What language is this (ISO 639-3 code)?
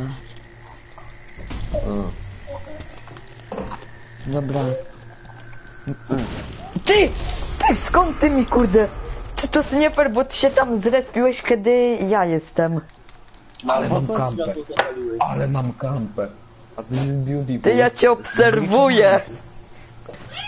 pol